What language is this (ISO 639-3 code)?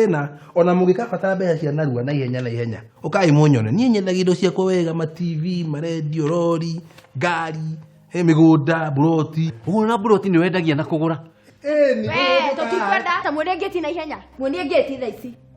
kik